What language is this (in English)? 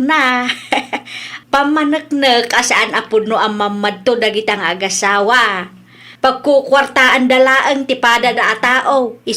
Iloko